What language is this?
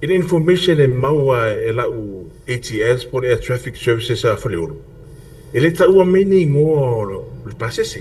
Samoan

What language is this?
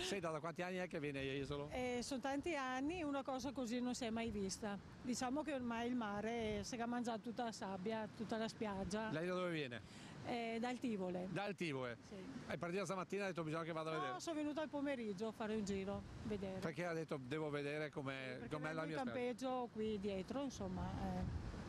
Italian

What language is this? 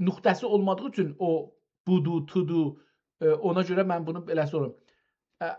South Azerbaijani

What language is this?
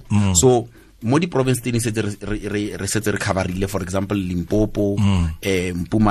Tswana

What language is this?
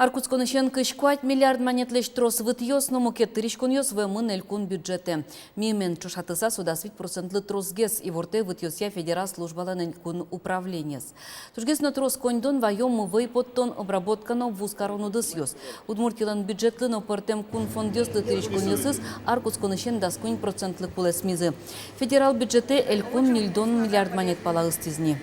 Udmurt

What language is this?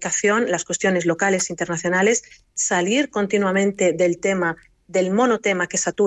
Spanish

